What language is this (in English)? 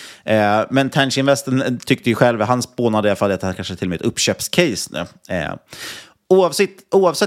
Swedish